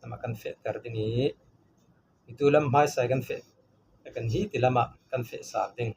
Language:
Falam Chin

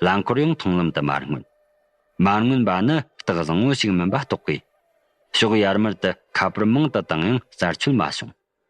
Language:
Tibetan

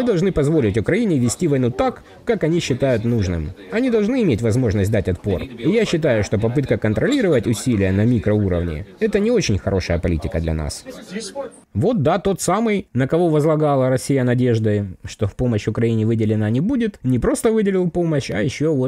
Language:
Russian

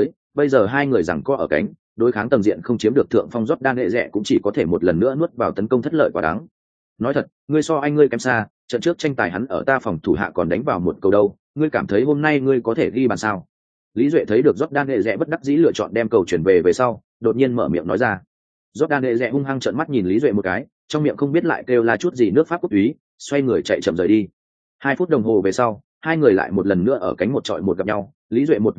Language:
Vietnamese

